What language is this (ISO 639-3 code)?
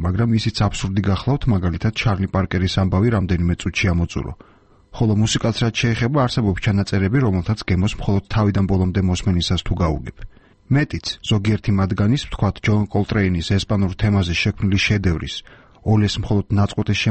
kat